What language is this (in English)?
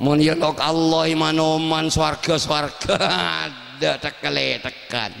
Madurese